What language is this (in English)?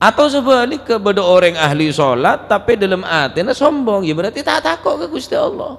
Madurese